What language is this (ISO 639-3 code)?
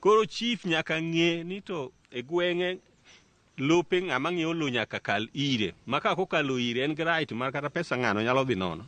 luo